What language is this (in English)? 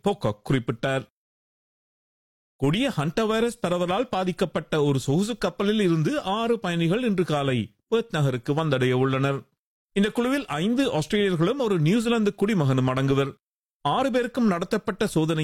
Tamil